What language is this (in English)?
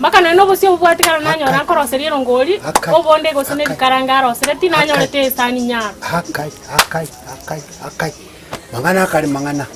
Gusii